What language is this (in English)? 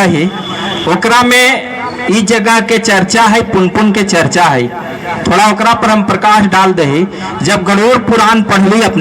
Magahi